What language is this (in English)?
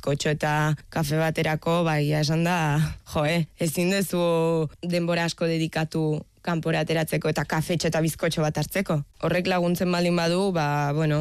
Basque